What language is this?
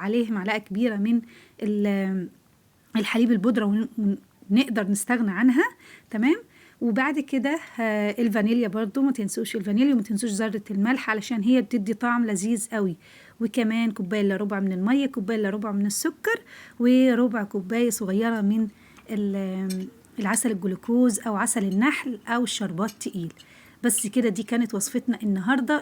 Egyptian Arabic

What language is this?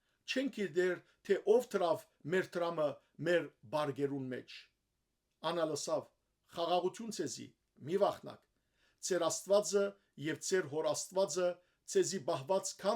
Western Armenian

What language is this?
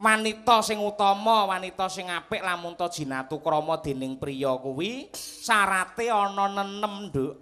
Javanese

